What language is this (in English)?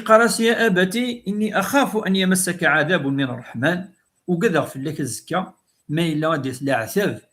Kabyle